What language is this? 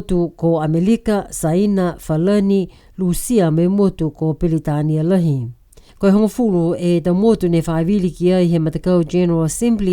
Niuean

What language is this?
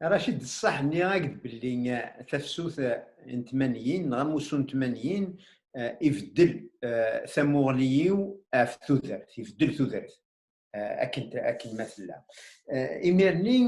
Kabyle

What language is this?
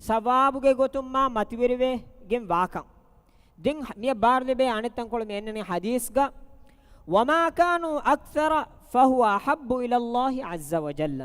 Divehi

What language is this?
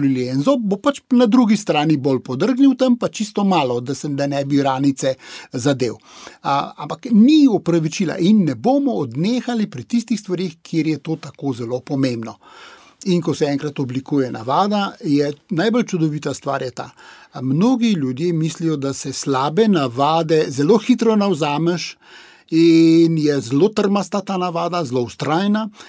Slovenian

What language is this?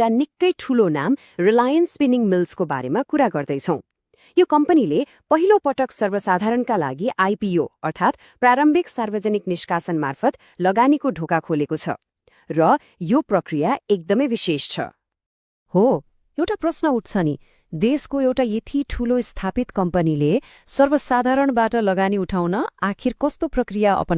Nepali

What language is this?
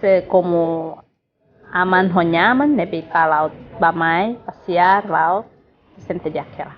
Tetum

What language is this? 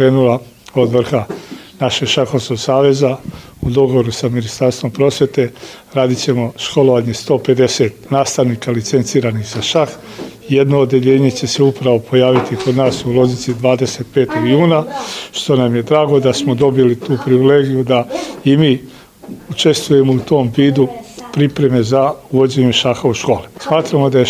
Serbian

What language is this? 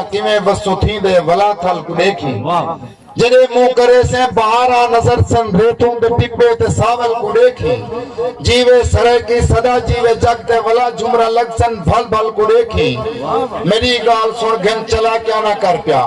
Saraiki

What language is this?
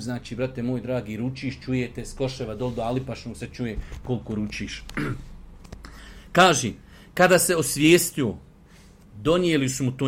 Bosnian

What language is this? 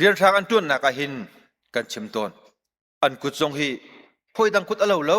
Hakha Chin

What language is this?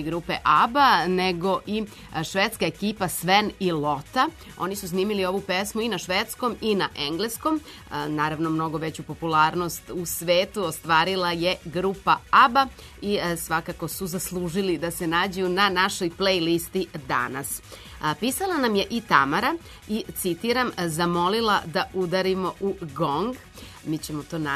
Serbian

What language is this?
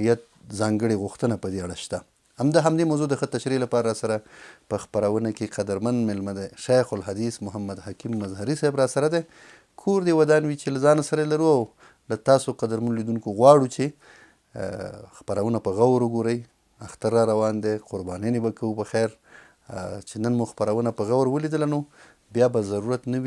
Pashto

